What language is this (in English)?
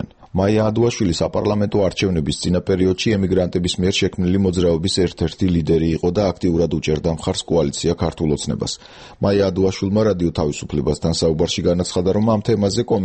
Georgian